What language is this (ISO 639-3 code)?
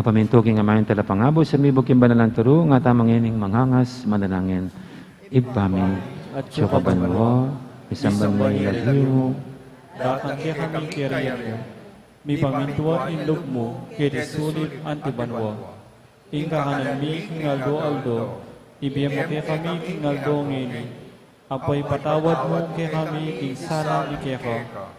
pam